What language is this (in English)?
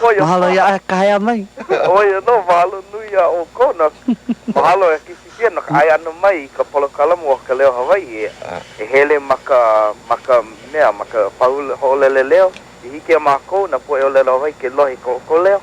Hawaiian